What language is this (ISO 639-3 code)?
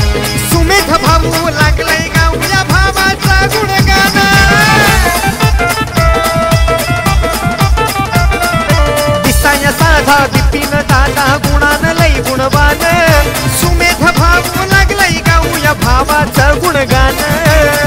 mar